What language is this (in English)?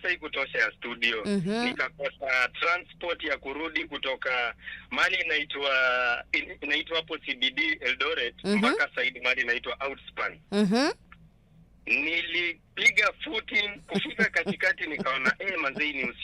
Swahili